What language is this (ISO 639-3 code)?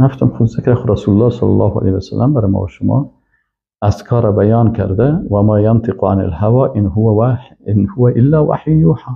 fas